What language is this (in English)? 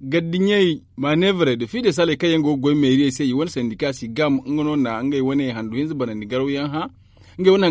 Zarma